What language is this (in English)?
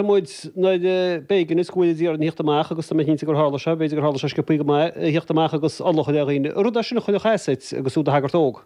Irish